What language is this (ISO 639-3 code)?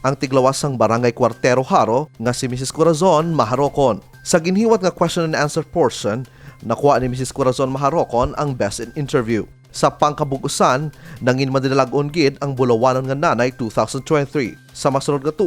hil